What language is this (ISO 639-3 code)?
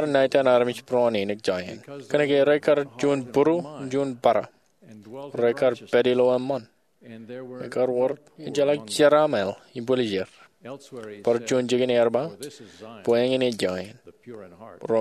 mah